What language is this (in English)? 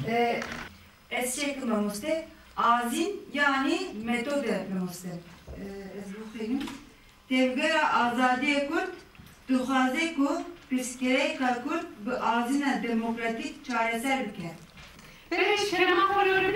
Kurdish